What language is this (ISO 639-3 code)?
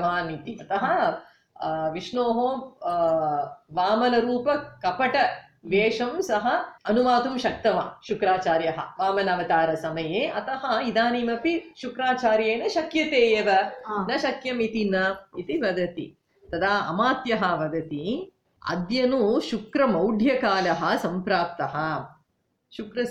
san